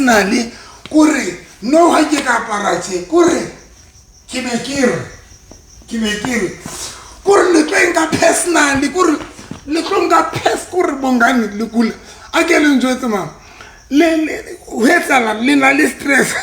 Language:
Southern Sotho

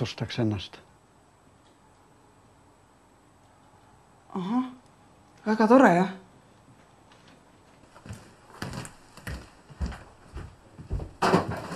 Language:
Estonian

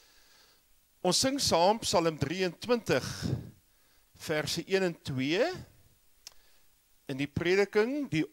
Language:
Afrikaans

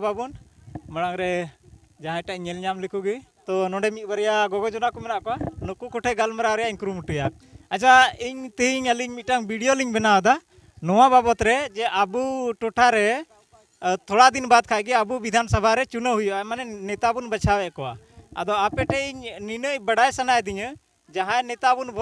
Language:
Santali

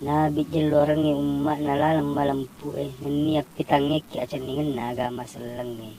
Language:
Buginese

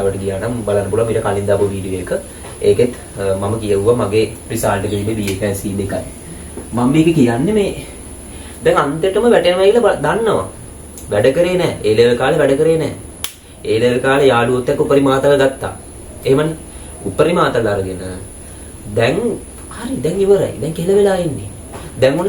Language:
Sinhala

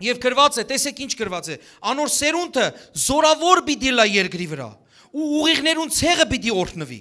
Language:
Western Armenian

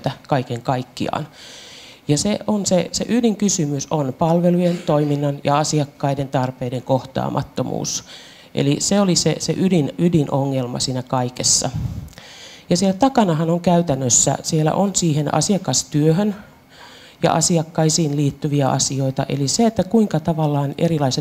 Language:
Finnish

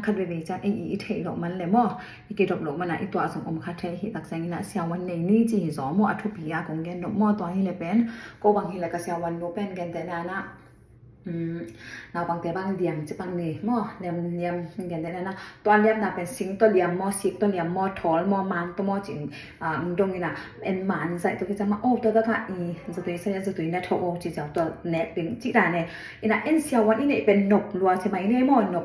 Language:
Tedim Chin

